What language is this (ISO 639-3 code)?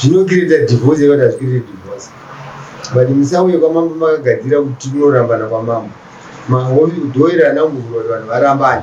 sna